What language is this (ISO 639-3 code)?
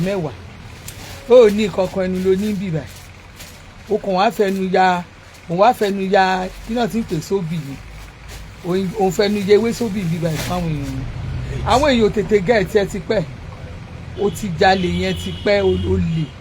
yor